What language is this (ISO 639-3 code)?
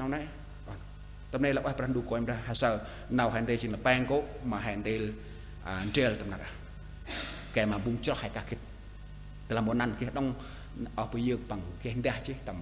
cmo